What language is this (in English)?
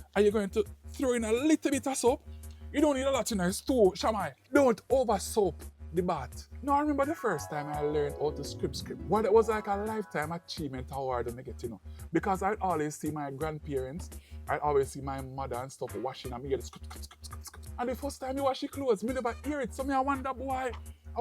Jamaican Creole English